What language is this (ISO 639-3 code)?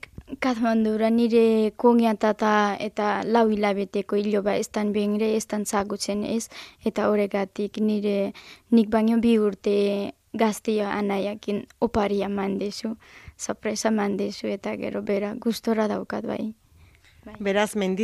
eus